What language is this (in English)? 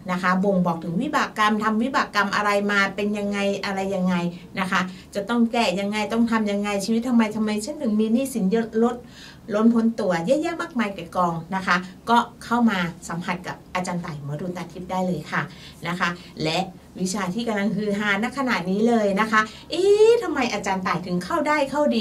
Thai